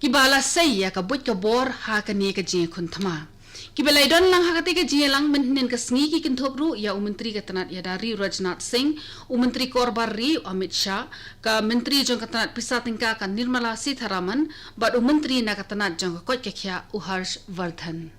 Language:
Khasi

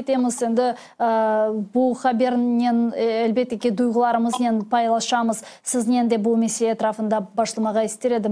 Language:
Crimean Tatar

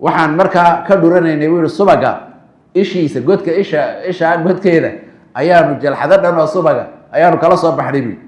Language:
Somali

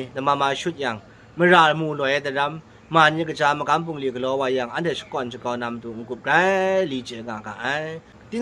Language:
Kachin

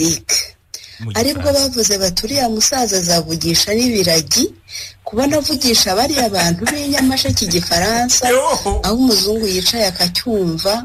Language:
Kinyarwanda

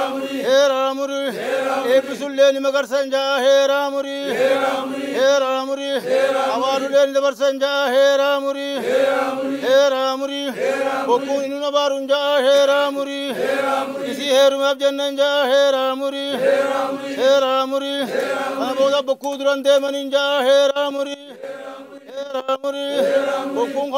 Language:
Oromo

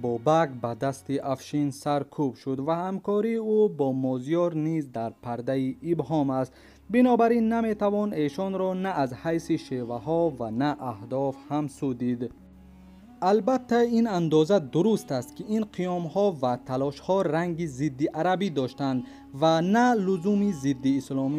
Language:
Tajik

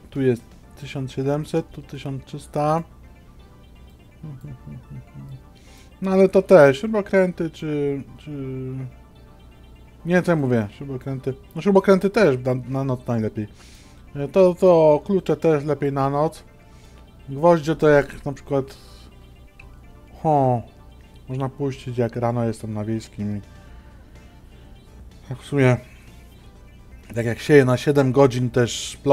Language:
Polish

